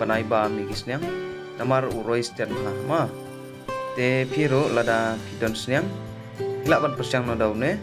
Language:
Khasi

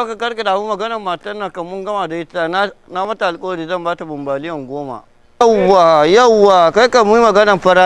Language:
Hausa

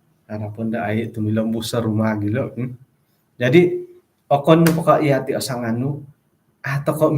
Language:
Central Dusun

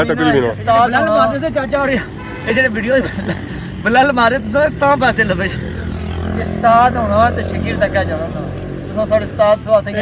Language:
Pahari-Potwari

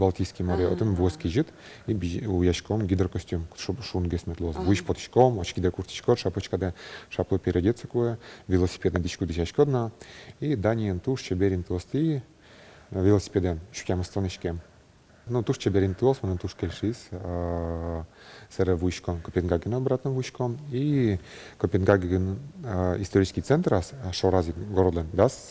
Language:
Udmurt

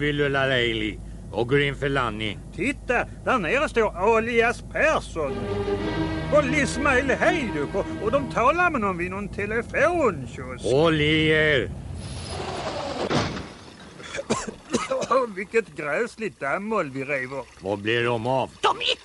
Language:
Swedish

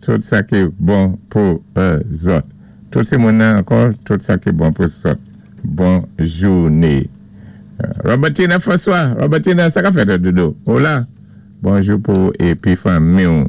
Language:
Saint Lucian Creole French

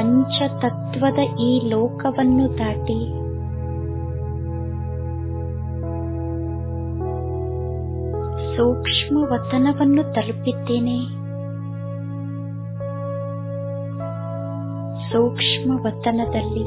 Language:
Kannada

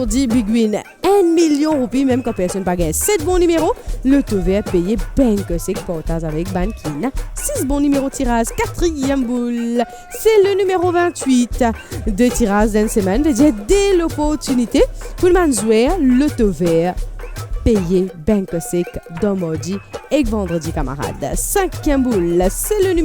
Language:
Morisyen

